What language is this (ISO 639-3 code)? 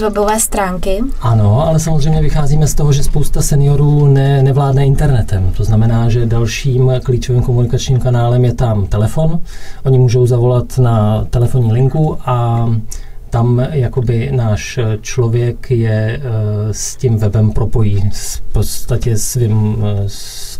ces